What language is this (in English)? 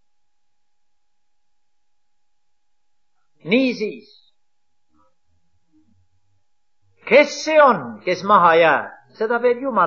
Estonian